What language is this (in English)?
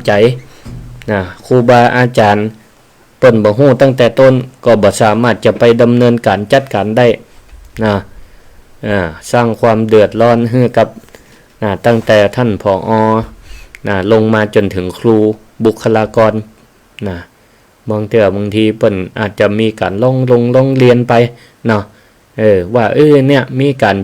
Northern Thai